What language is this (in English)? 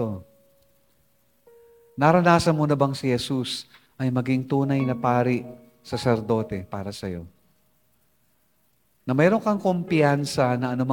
Filipino